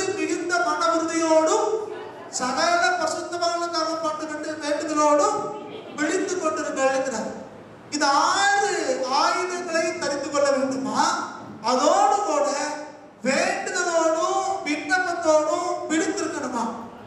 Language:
Tamil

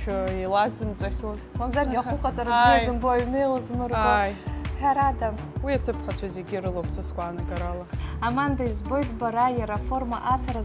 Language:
Abkhazian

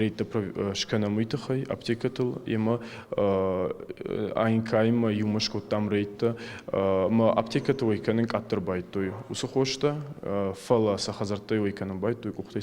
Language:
Ossetic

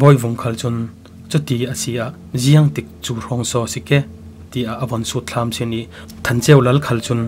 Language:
Falam Chin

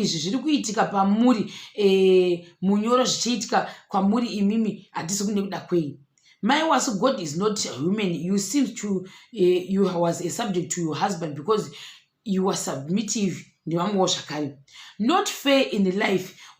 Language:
Shona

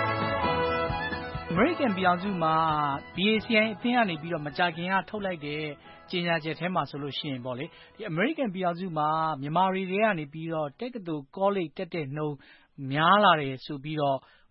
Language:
Burmese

